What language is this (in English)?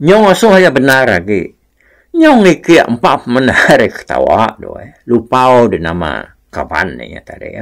Iban